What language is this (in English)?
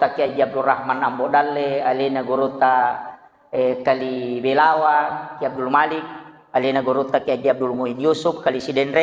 Buginese